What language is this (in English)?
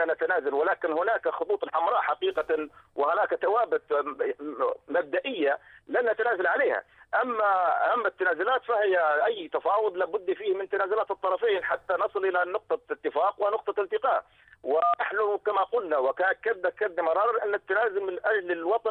Arabic